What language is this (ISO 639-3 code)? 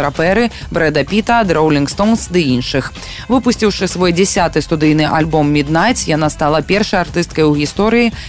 bel